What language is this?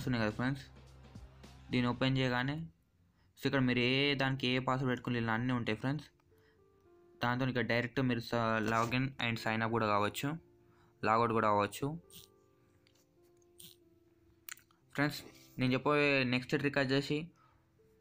Telugu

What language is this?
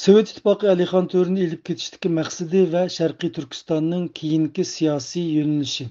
Uyghur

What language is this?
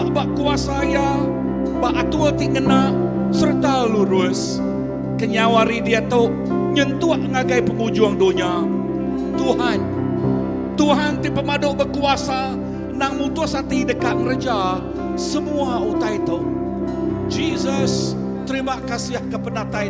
Iban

